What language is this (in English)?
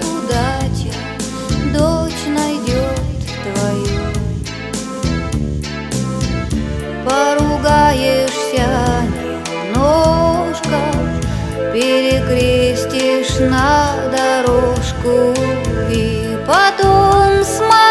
Russian